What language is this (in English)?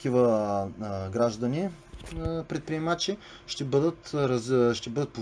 Bulgarian